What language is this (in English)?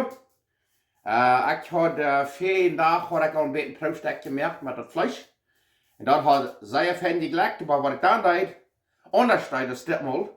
Plautdietsch